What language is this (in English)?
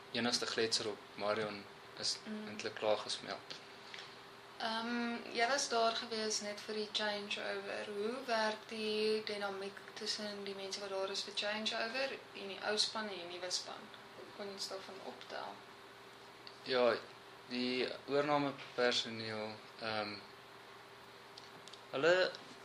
Afrikaans